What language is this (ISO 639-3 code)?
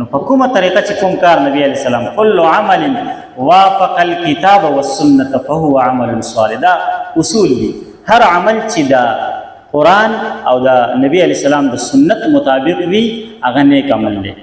pus